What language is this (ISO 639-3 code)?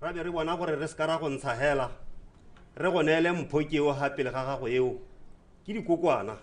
tsn